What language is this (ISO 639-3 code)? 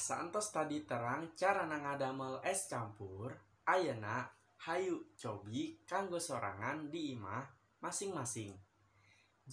sun